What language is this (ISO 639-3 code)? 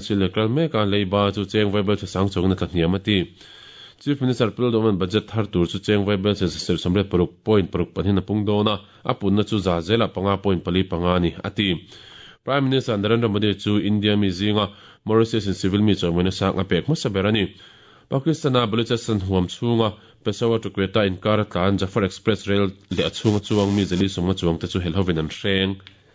lus